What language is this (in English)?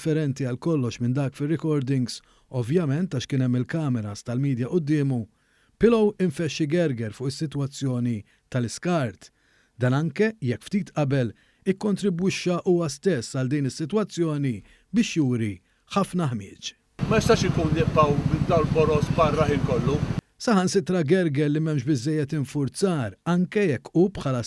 Maltese